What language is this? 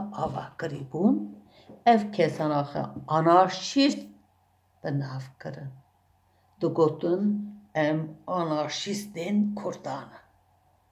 Kurdish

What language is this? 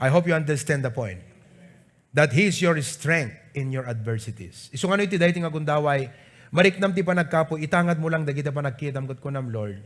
Iloko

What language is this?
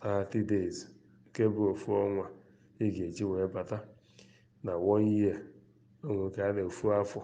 Igbo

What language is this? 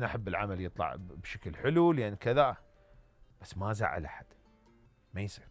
Mesopotamian Arabic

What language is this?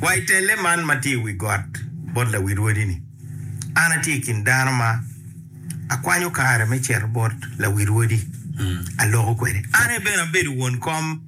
Acoli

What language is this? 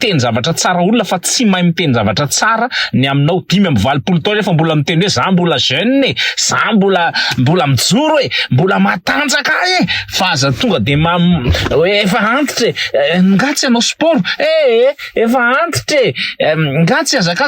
Malagasy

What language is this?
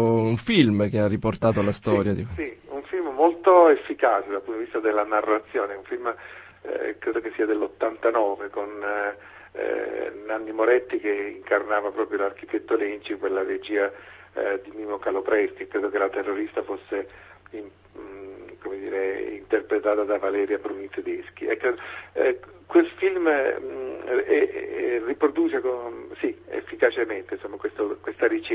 Italian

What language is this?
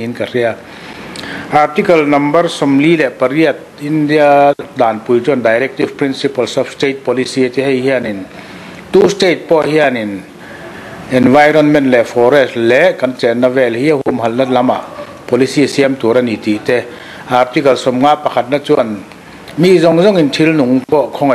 Mizo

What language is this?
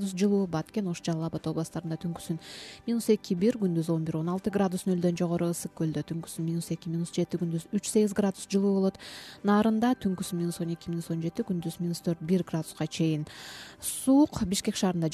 Kyrgyz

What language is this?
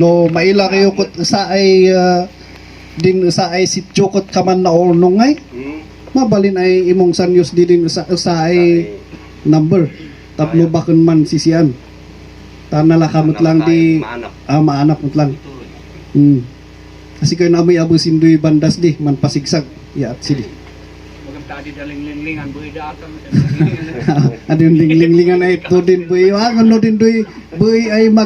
Kankanaey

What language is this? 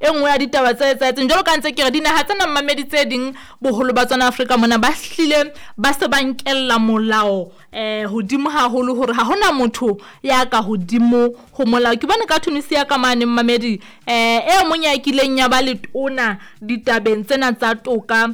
Southern Sotho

